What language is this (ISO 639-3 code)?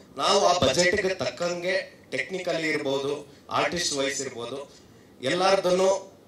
kan